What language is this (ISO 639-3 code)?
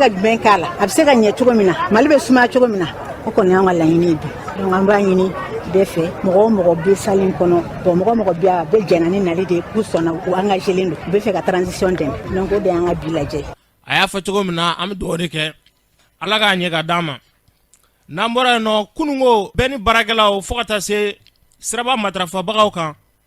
bam